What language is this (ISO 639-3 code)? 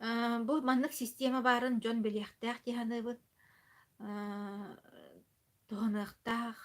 sah